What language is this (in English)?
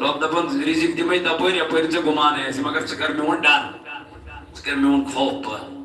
Kashmiri